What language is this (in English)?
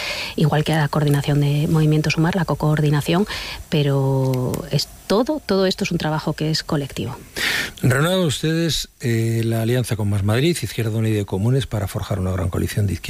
Spanish